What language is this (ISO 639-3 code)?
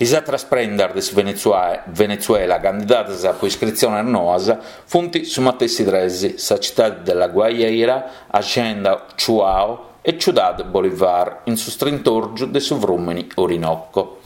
srd